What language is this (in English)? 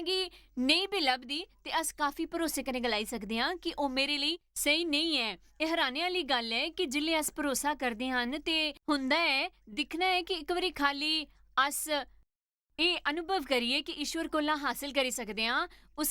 Dogri